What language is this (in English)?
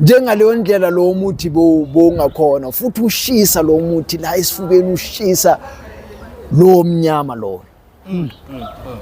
Zulu